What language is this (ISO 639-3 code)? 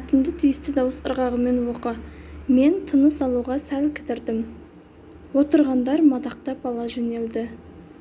kaz